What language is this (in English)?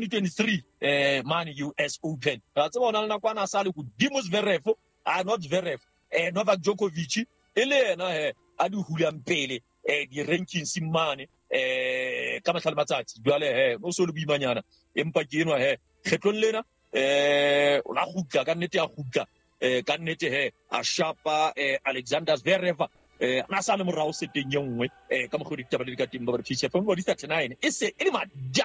Southern Sotho